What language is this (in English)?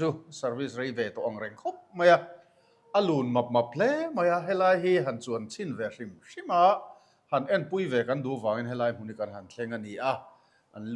Mizo